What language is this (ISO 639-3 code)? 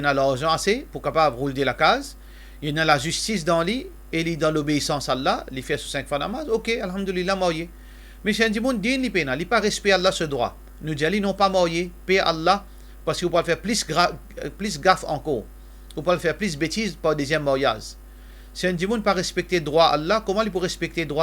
mfe